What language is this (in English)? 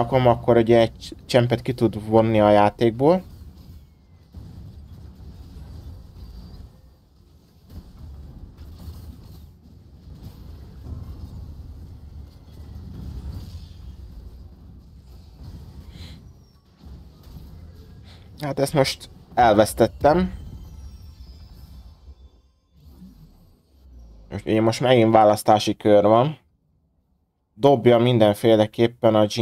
Hungarian